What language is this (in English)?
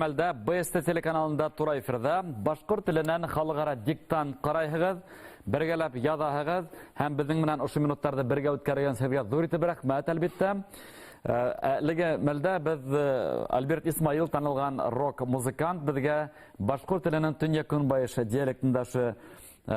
Bashkir